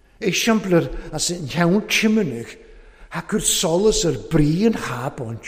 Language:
Welsh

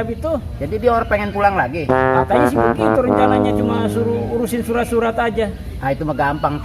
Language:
Betawi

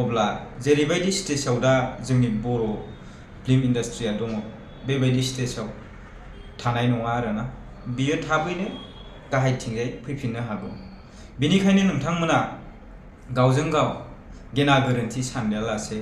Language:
Bodo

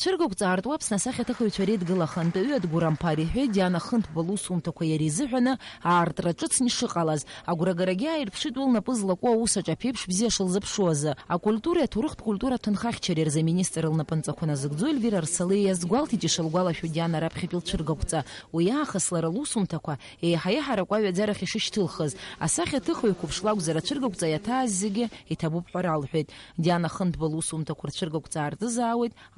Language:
Abkhazian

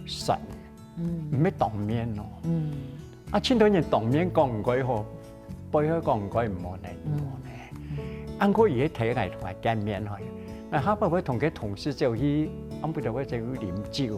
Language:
Hakka Chinese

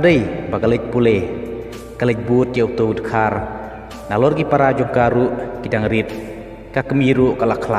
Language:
Khasi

